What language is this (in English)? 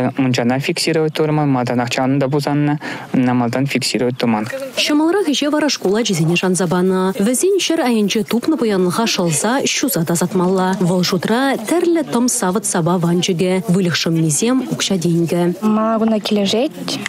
Chuvash